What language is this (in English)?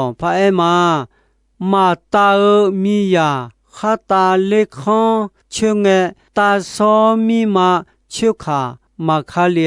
Akha